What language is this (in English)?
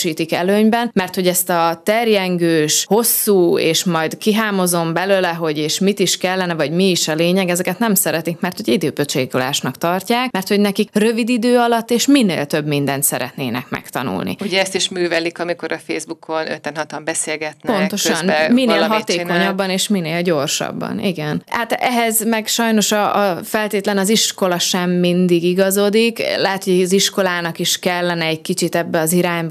Hungarian